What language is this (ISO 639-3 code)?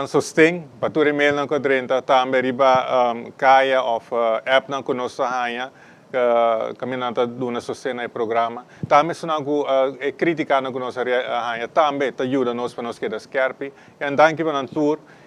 pap